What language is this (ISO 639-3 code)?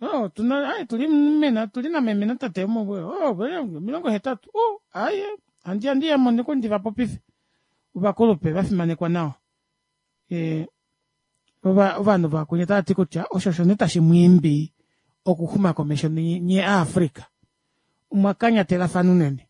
kua